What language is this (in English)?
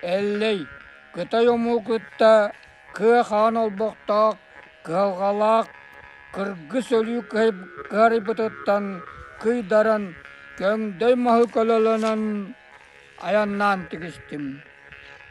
Yakut